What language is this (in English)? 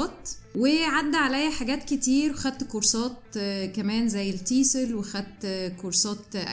Egyptian Arabic